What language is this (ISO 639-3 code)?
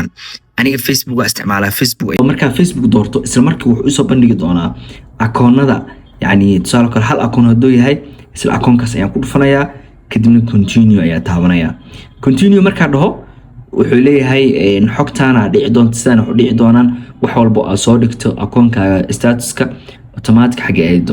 som